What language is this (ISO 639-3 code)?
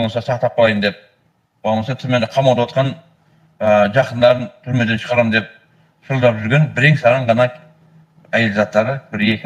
kaz